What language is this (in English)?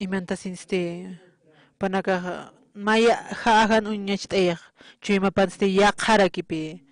Aymara